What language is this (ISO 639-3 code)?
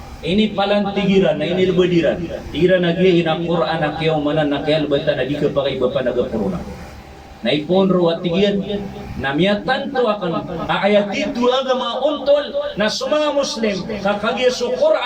mrw